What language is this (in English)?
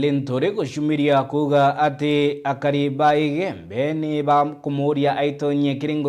Meru